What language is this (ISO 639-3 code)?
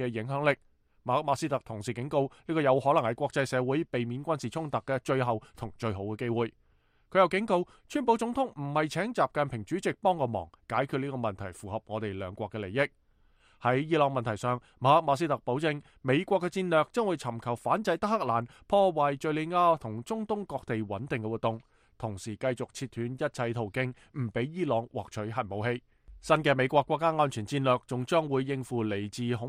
yue